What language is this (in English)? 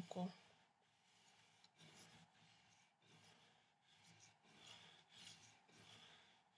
Italian